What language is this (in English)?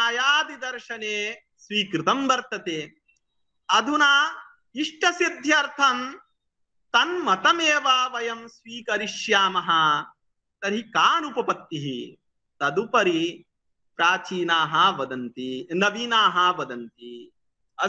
Sanskrit